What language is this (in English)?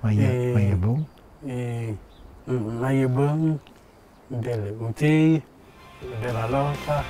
Ladin